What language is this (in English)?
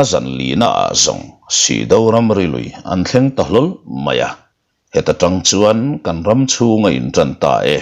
Mizo